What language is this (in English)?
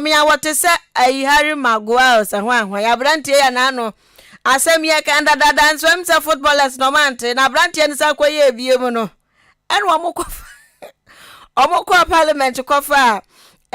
Akan